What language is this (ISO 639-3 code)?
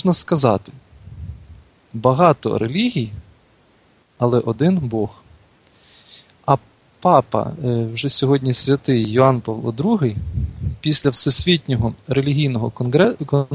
ukr